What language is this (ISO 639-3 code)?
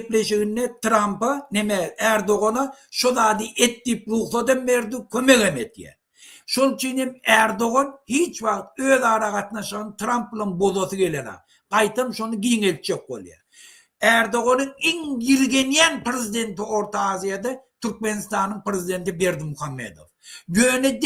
tuk